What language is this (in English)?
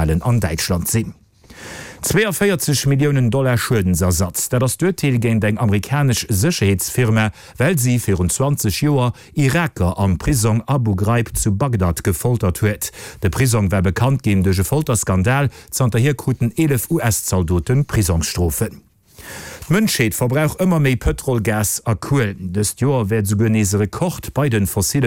Luxembourgish